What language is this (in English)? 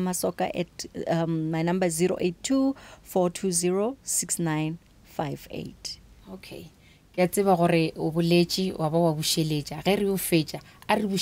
Northern Sotho